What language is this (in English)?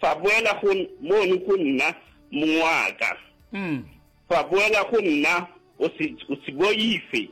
Northern Sotho